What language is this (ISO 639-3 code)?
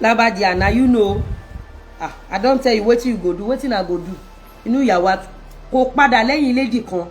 yor